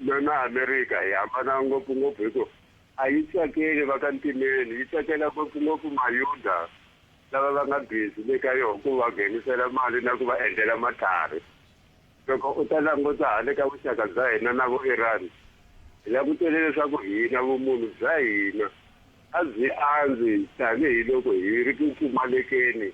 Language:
Tsonga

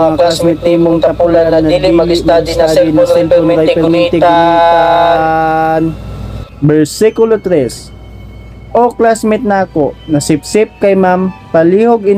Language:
Cebuano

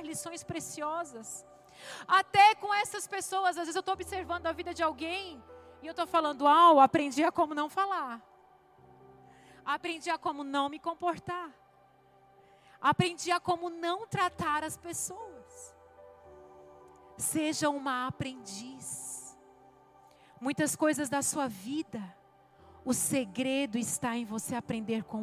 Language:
Portuguese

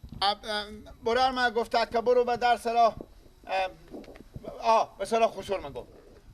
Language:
Persian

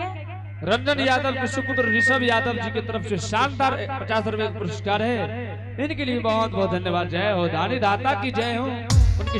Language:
Angika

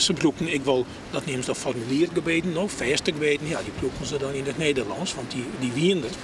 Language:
Western Frisian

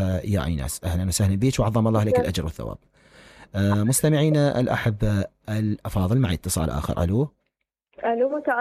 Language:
Mesopotamian Arabic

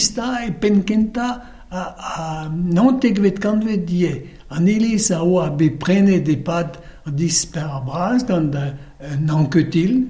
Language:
Breton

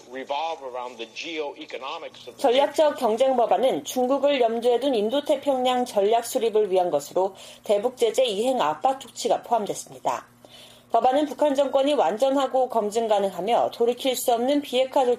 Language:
Korean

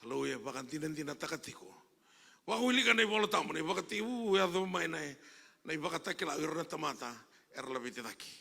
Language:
Fijian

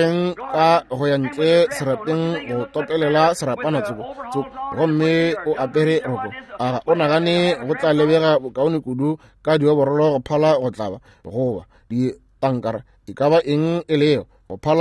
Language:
Northern Sotho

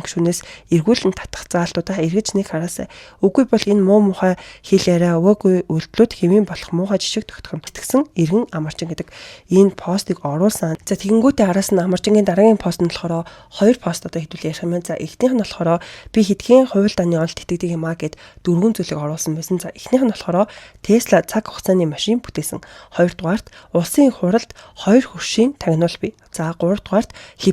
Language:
Mongolian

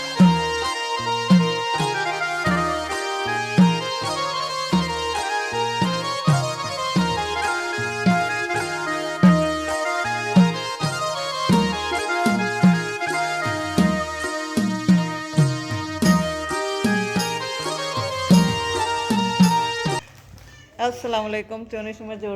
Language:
Baluchi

